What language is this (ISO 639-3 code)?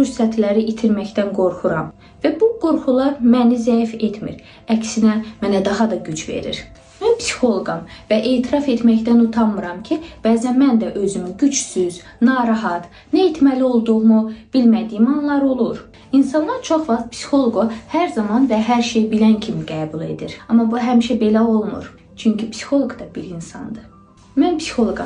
aze